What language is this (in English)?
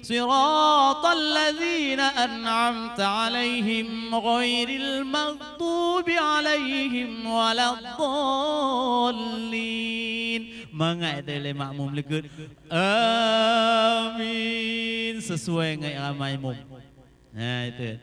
Achinese